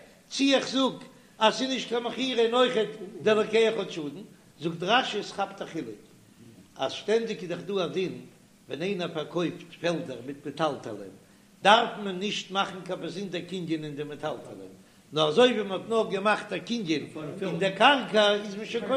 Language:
Yiddish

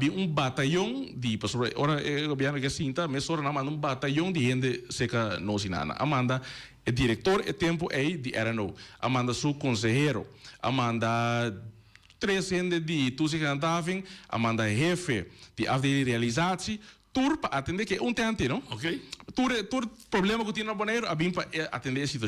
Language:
Papiamento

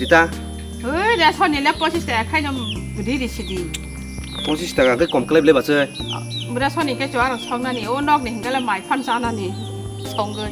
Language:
Kok Borok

